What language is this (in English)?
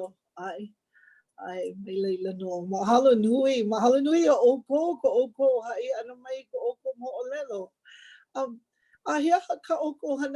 Hawaiian